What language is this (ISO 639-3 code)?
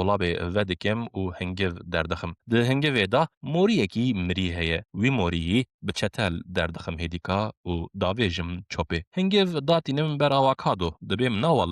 kur